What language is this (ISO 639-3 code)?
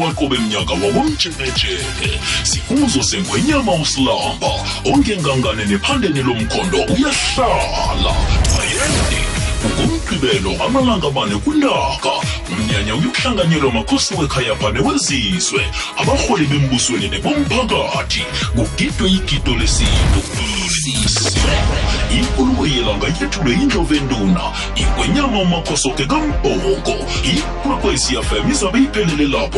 nbl